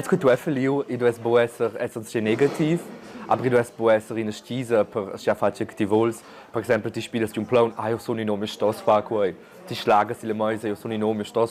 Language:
Romansh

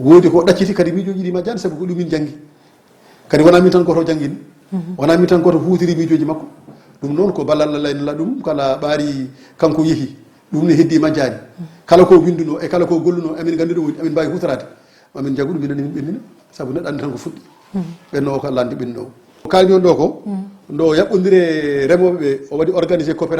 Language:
Fula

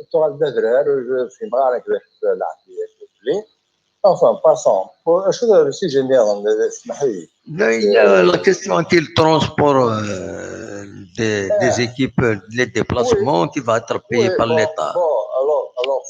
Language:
Kabyle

